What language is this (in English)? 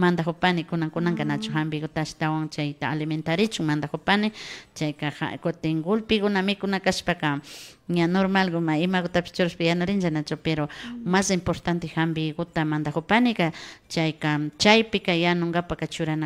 Imbabura Highland Quichua